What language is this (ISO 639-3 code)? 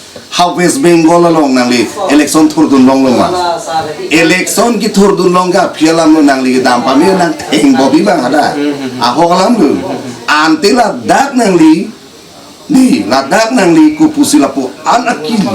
mjw